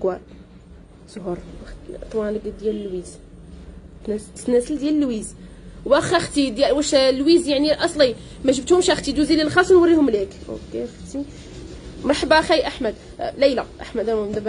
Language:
Moroccan Arabic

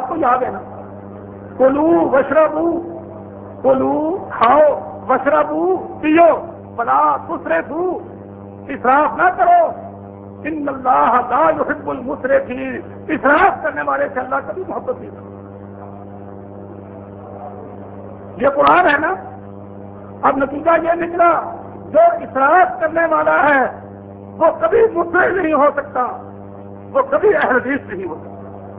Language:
Urdu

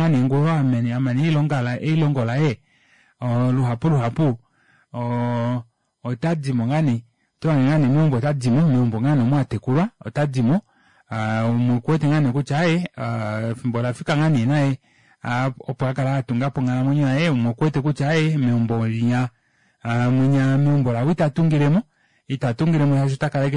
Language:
Kuanyama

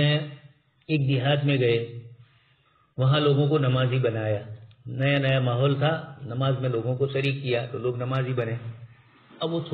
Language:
Urdu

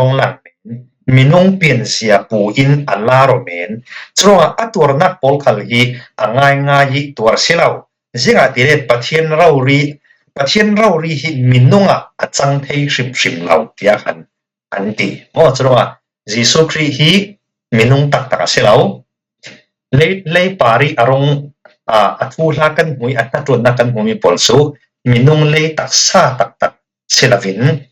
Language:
Falam Chin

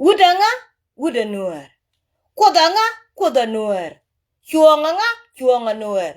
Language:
Nuer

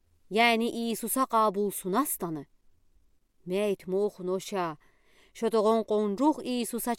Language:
Udi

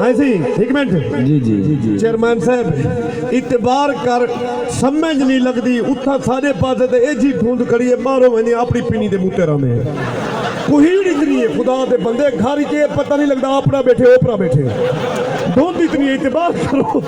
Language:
Saraiki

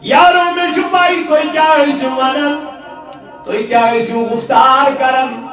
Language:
Kashmiri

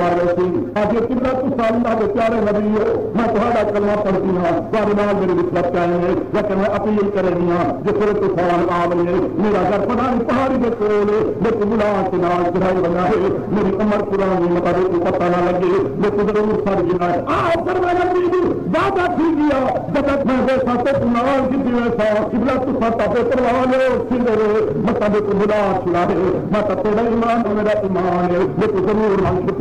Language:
Saraiki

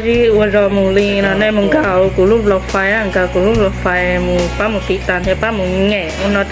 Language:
Hmong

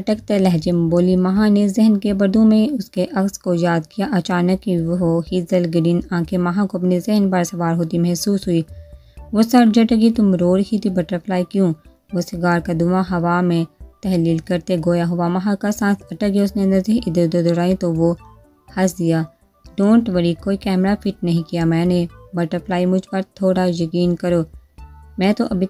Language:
Urdu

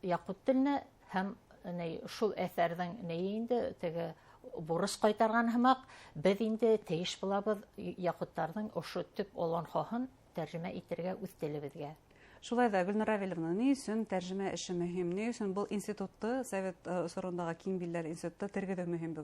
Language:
Bashkir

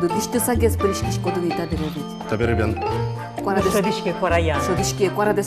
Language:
Udmurt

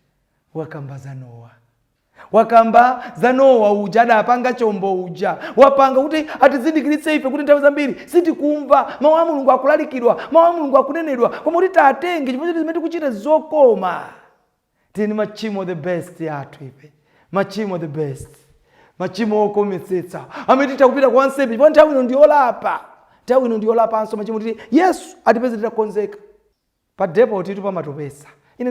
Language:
Nyanja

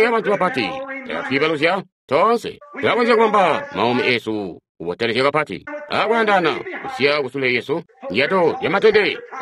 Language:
Tonga (Zambia)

